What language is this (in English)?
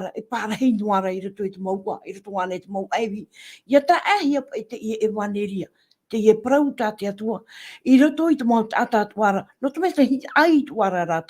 Tahitian